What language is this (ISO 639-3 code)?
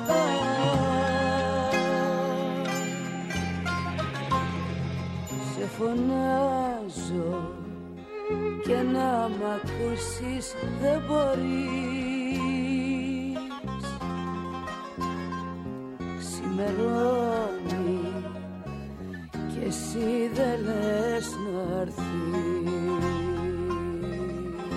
ell